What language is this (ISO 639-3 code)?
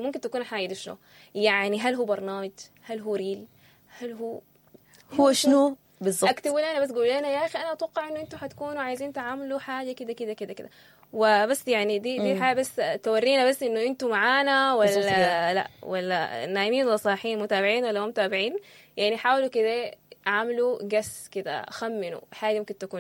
apd